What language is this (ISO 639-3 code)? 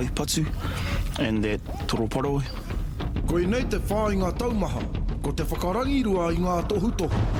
mri